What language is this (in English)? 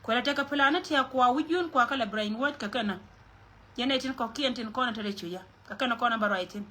Nuer